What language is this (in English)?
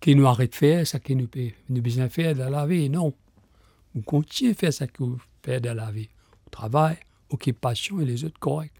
Morisyen